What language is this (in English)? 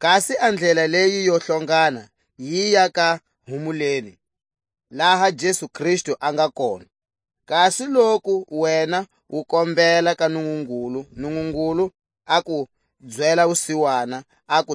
Tswa